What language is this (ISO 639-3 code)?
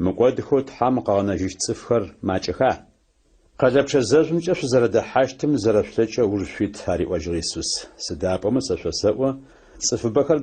ady